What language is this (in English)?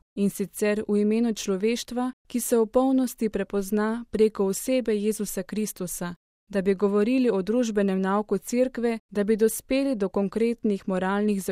Slovenian